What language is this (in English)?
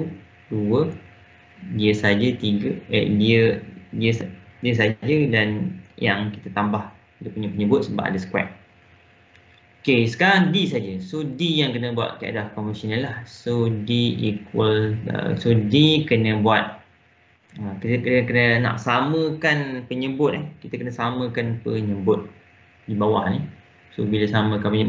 Malay